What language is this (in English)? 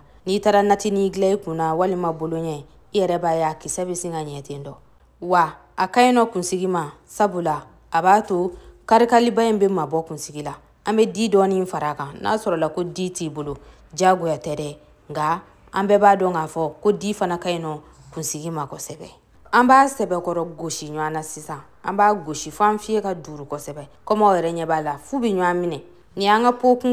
Bambara